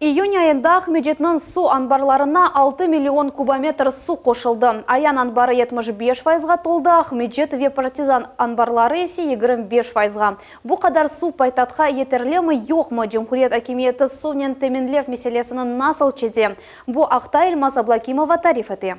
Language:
Crimean Tatar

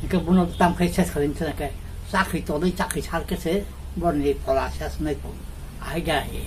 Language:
Kok Borok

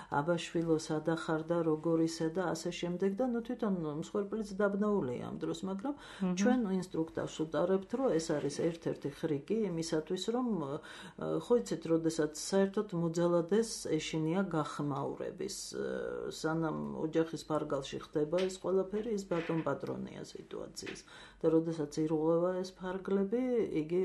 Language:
Georgian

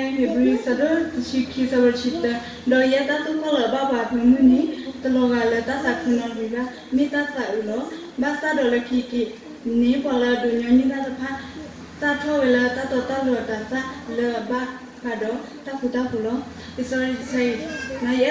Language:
S'gaw Karen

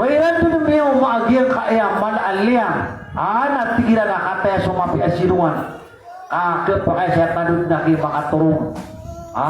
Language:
Maranao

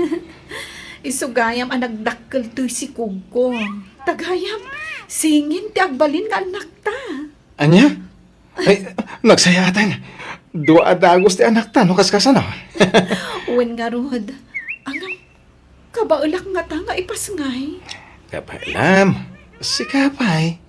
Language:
Iloko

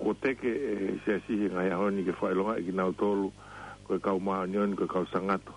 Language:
Tongan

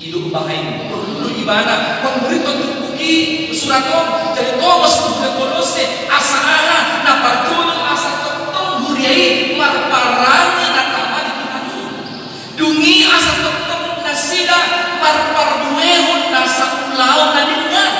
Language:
Batak Toba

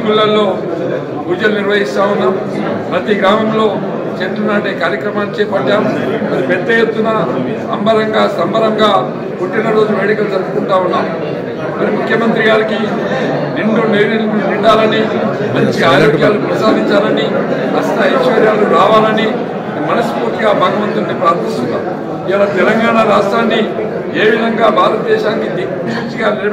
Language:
Telugu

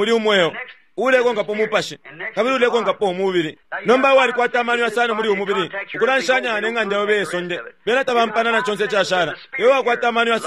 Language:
Bemba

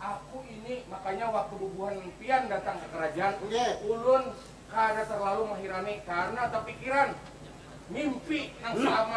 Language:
Banjar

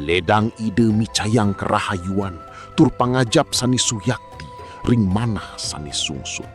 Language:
Balinese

